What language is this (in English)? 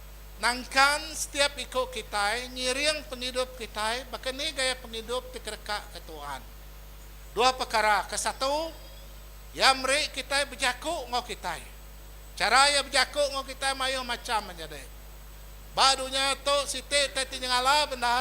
Iban